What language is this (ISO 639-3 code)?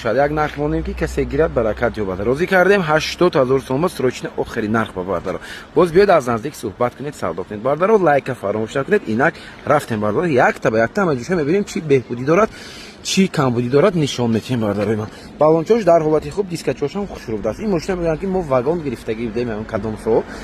tgk